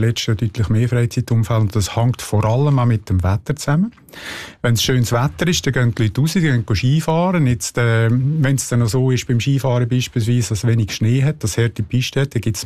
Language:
German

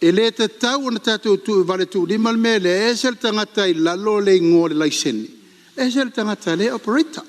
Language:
Samoan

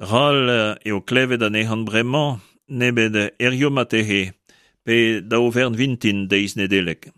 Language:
Breton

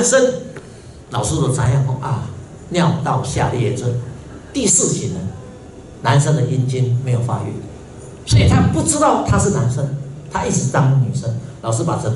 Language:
Chinese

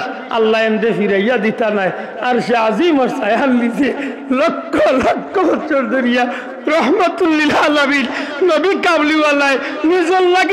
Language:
Sylheti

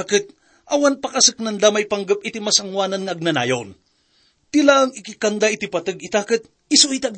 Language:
Iloko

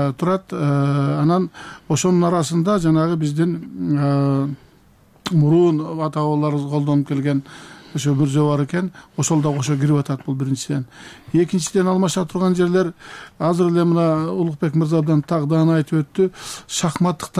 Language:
Kyrgyz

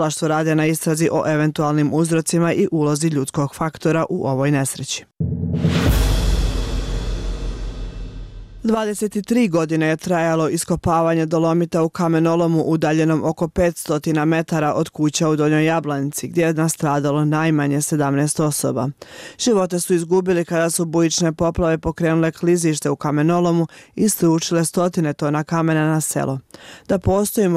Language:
Bosnian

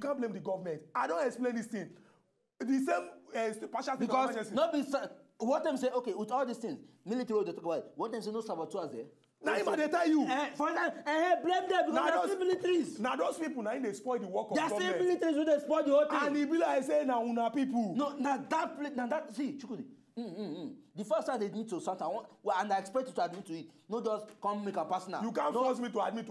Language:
Nigerian Pidgin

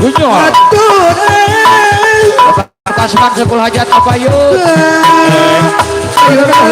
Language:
Betawi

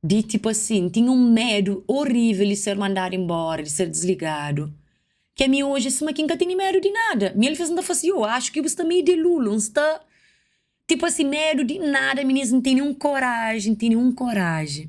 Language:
Kabuverdianu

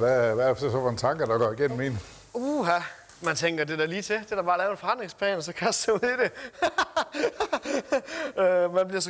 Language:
Danish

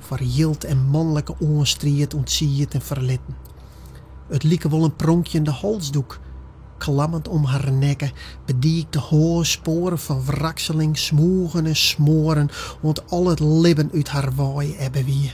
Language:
Western Frisian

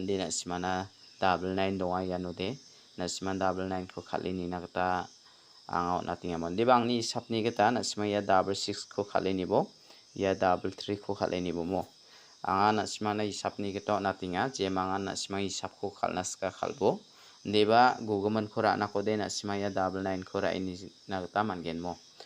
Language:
Garo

